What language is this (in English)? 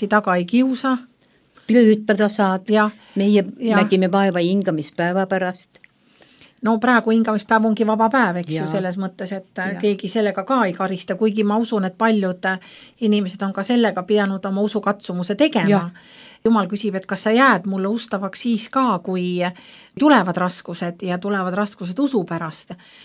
Estonian